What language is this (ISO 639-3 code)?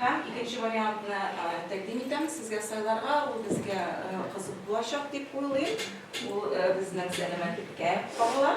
tat